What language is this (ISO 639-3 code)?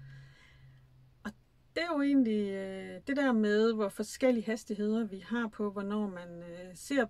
dan